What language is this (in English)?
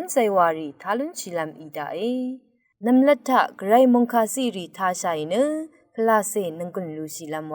Rawang